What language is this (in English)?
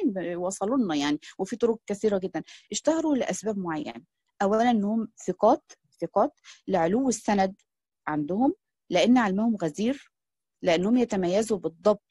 Arabic